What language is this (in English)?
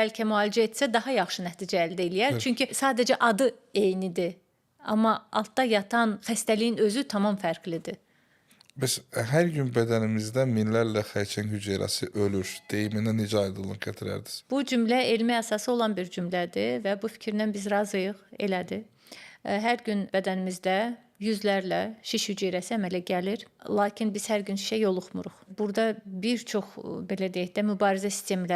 Azerbaijani